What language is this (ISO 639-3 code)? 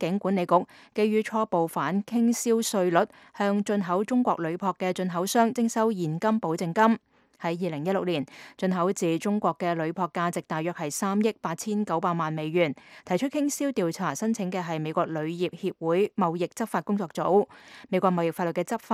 yue